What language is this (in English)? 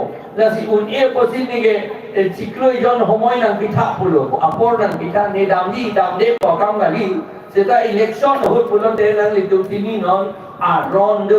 Karbi